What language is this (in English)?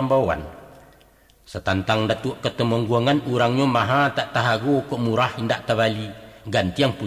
Minangkabau